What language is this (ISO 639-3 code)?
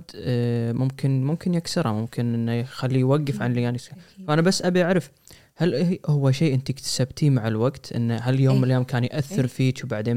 afb